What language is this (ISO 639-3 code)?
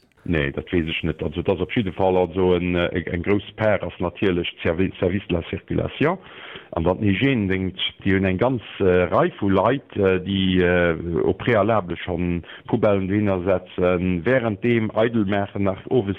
ltz